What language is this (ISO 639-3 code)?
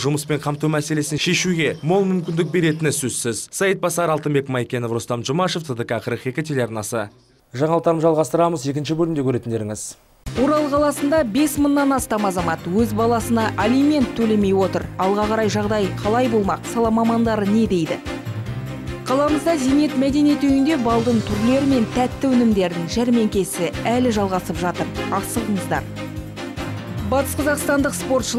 kaz